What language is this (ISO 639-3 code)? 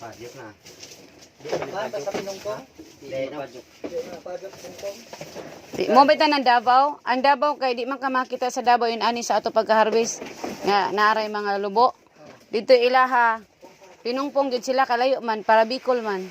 ceb